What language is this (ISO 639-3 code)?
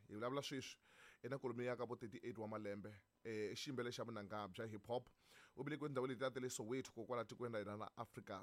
tso